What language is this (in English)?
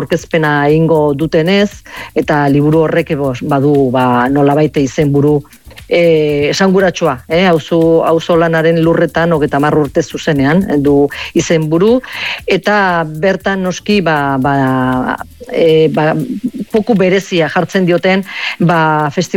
Basque